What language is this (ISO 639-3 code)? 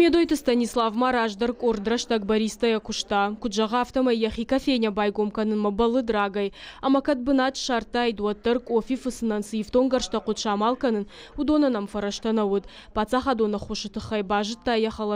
oss